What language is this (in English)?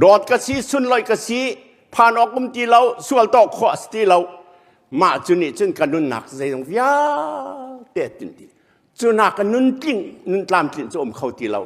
Hakha Chin